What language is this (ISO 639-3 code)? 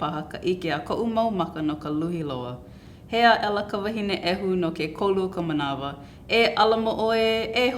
haw